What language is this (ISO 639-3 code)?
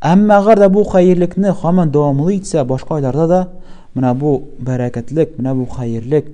tat